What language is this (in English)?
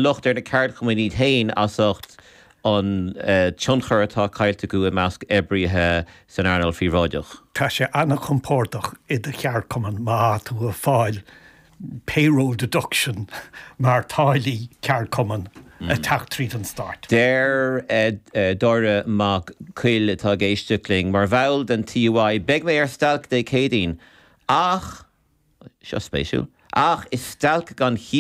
Irish